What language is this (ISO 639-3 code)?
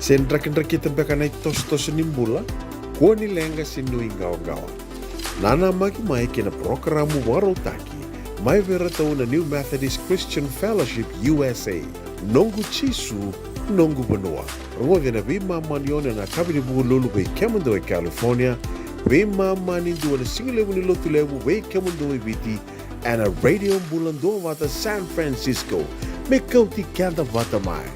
fij